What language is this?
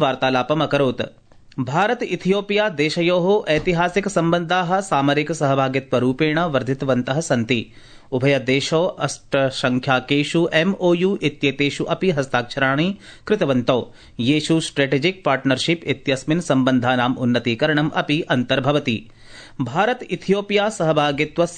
Sanskrit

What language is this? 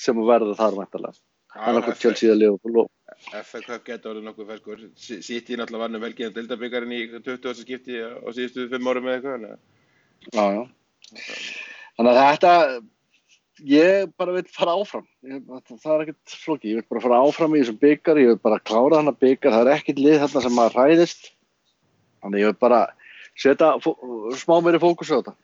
Icelandic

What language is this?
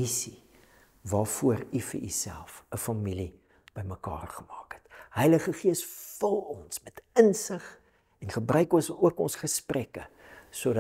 Afrikaans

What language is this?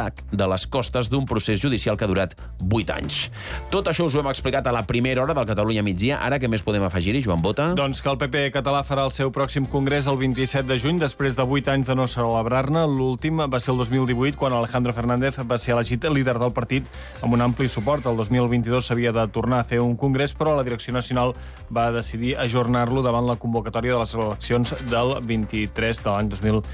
Catalan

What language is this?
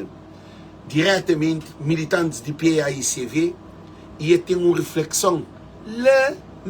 Kabuverdianu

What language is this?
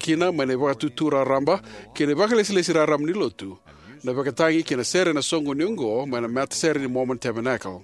Fijian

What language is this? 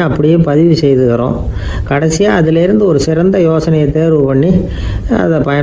Tamil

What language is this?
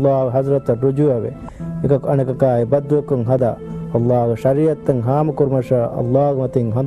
Divehi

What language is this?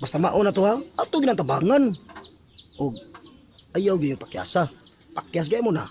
Cebuano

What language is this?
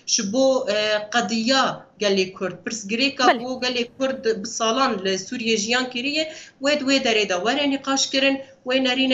Kurdish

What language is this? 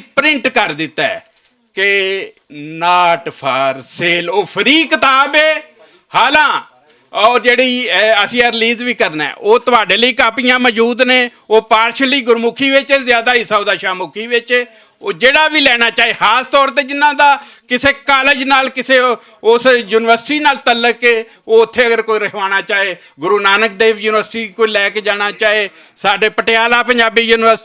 Western Panjabi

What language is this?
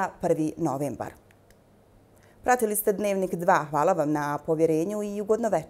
Bosnian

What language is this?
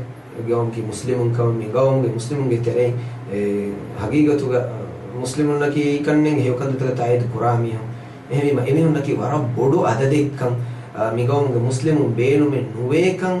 Divehi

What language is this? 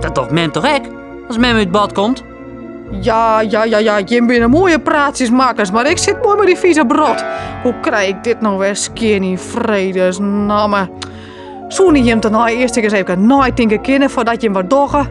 Western Frisian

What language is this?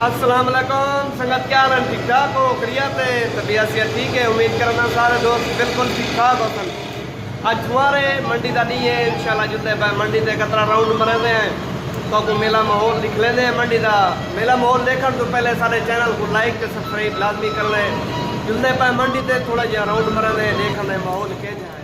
Saraiki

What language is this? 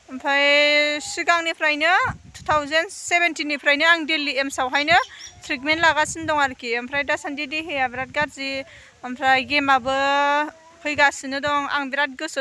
Bodo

